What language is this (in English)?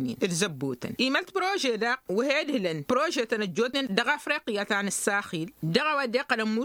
Tamasheq